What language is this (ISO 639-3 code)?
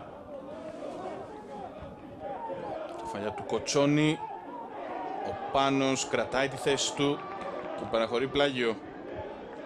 ell